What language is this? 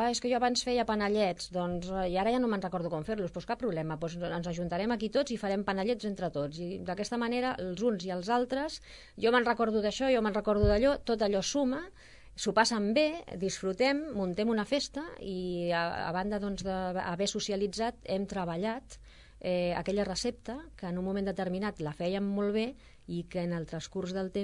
Catalan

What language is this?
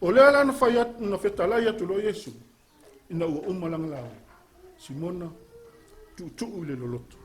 Samoan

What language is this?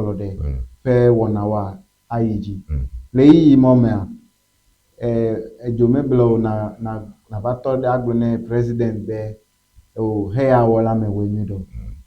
Ewe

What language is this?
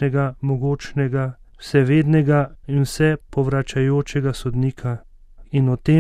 Slovenian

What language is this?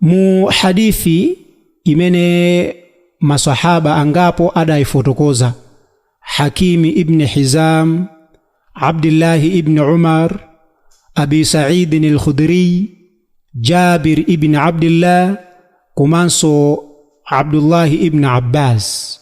Nyanja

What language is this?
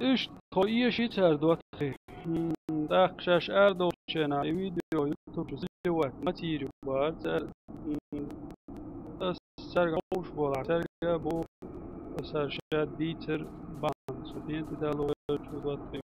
Chechen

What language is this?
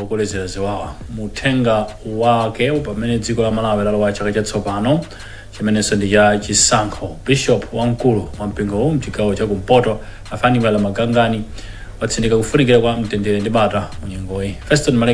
Nyanja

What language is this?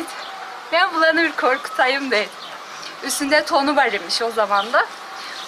Karachay-Balkar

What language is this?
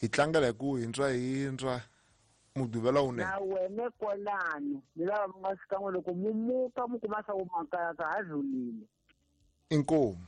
Tsonga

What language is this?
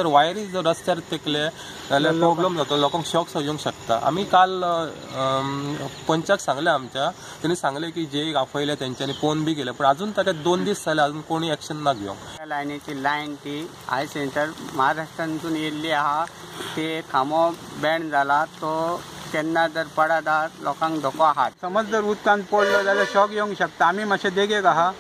Konkani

